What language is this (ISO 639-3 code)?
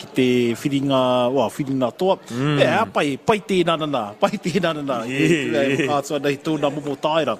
mri